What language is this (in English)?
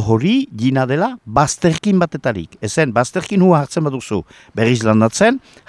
Basque